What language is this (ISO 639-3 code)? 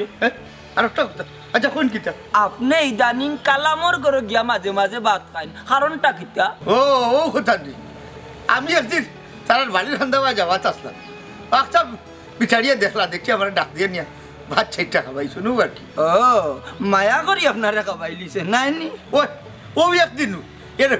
syl